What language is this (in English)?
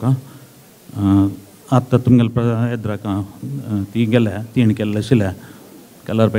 Konkani